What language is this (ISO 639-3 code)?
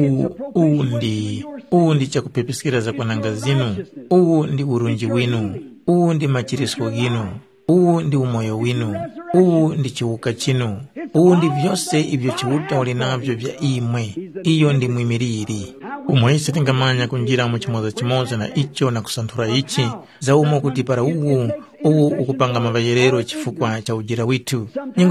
tum